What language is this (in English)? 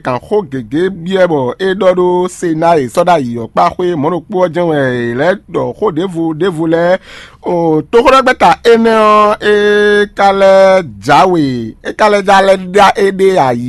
Fon